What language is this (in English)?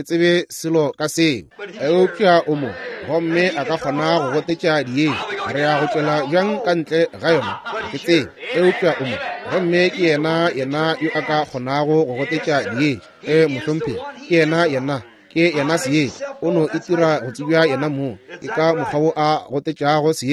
Northern Sotho